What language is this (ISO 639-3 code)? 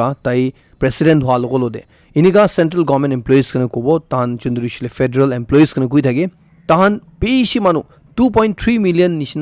nag